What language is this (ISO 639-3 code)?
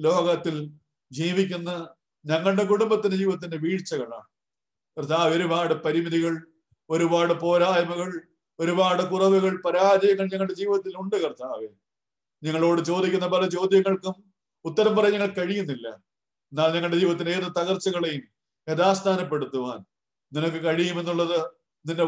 mal